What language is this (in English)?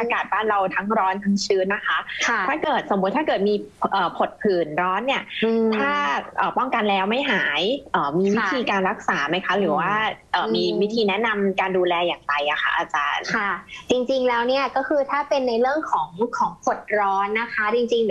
Thai